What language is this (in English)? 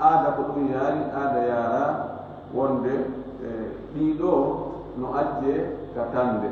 Fula